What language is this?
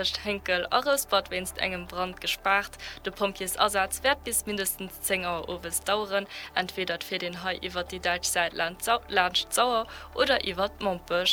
Luxembourgish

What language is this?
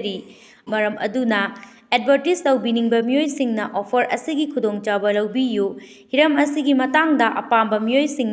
Manipuri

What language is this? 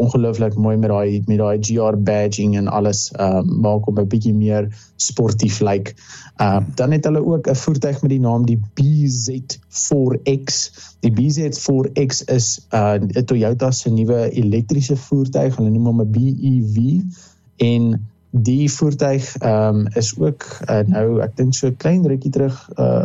Afrikaans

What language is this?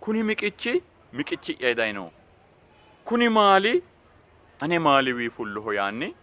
Sidamo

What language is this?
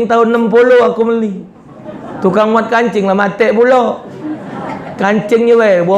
Musi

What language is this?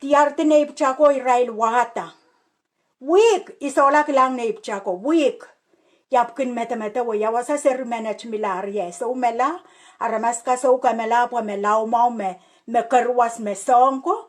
Pohnpeian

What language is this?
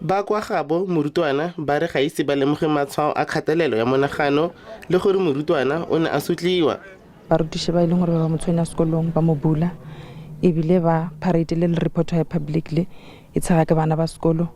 Northern Sotho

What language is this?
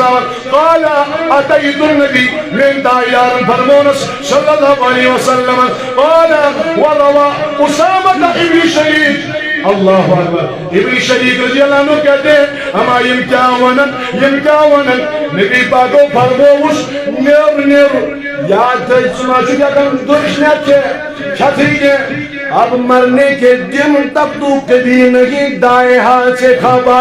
Kashmiri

